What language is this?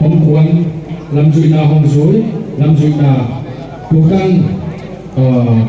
Paite Chin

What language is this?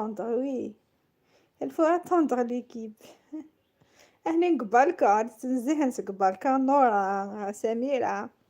Kabyle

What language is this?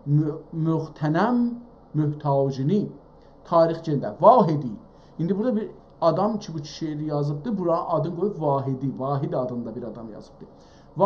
South Azerbaijani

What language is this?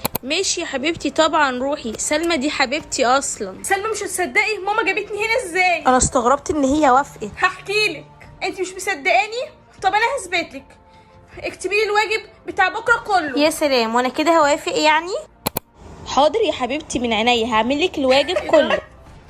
Egyptian Arabic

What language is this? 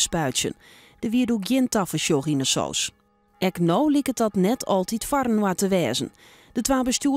Western Frisian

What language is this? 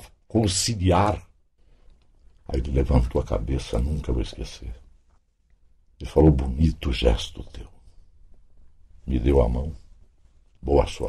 Portuguese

